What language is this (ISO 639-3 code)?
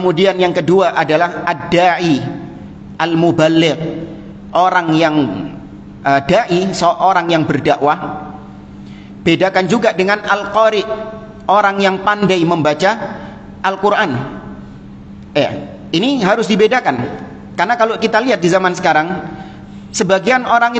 ind